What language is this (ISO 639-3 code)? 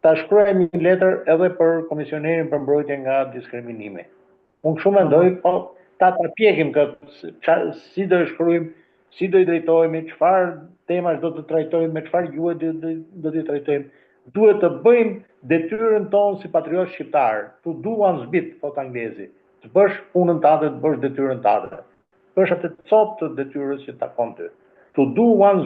sqi